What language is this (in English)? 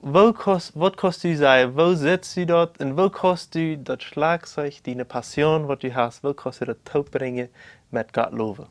Plautdietsch